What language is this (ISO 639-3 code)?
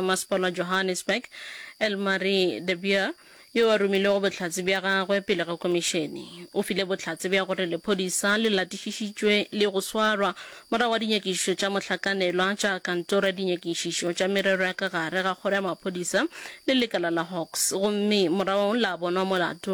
nso